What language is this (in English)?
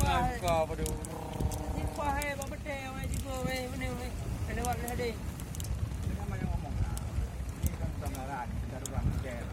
Achinese